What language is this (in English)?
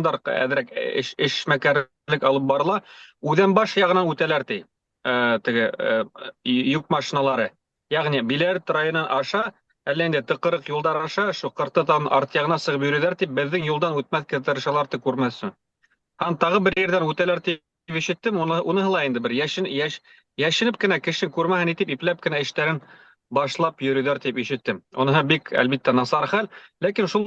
Bashkir